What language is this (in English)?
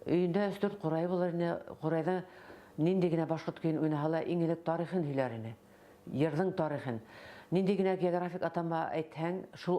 Bashkir